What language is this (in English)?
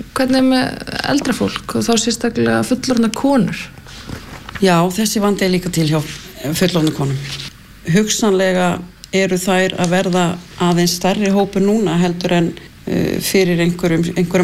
Icelandic